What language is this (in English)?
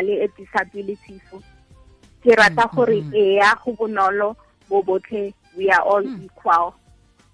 Tswana